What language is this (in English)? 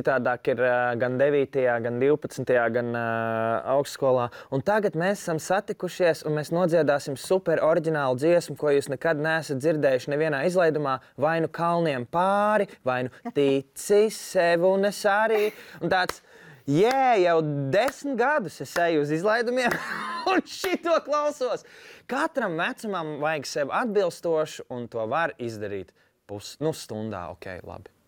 Latvian